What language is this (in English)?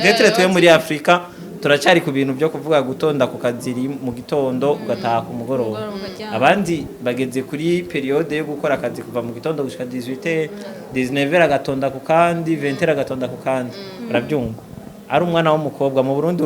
Rundi